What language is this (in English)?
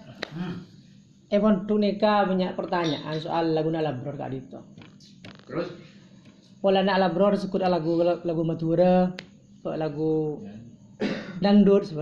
Madurese